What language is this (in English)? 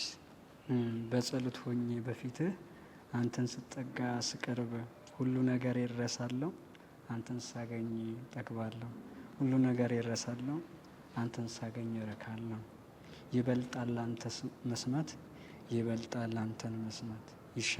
Amharic